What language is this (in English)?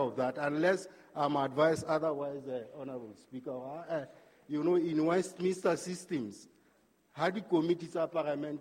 Southern Sotho